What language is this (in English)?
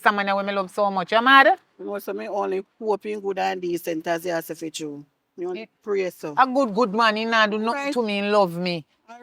Jamaican Creole English